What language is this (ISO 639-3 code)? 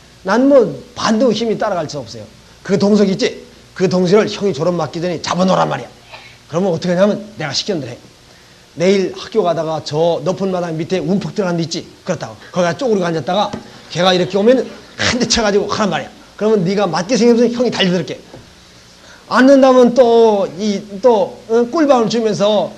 kor